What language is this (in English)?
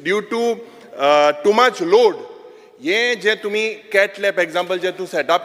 Konkani